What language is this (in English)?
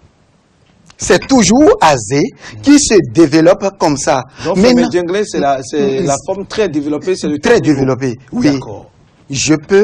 French